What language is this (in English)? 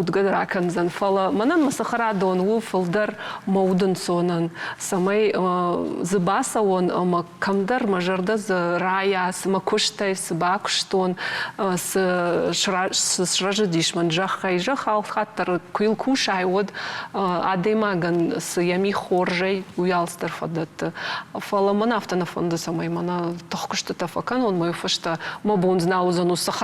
Ossetic